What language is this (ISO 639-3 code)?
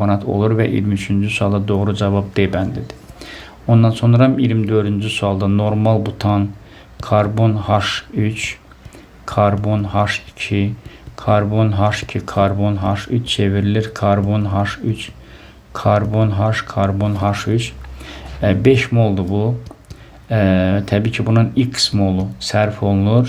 aze